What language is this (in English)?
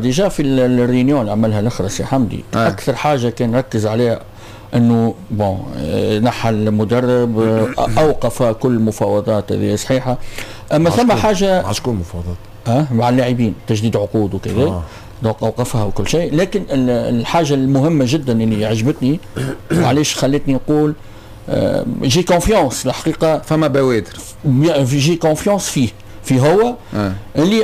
Tunisian Arabic